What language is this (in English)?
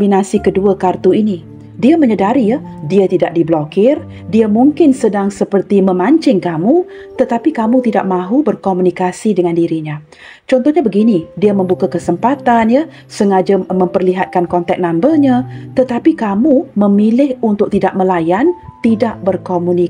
Malay